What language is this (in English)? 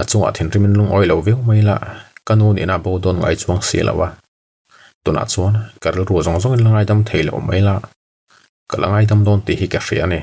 Mizo